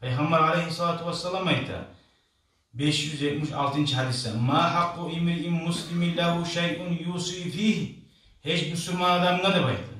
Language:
Kumyk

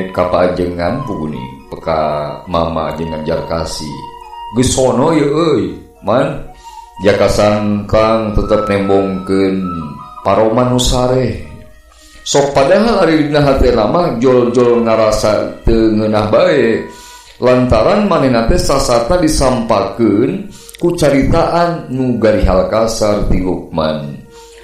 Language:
Sundanese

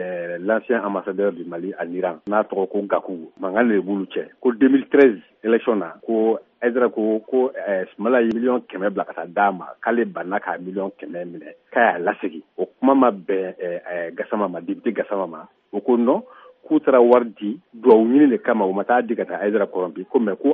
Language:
Bambara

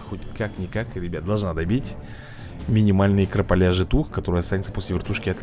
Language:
Russian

